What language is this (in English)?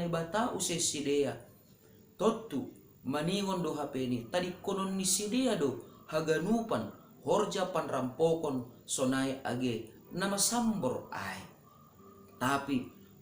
Batak Simalungun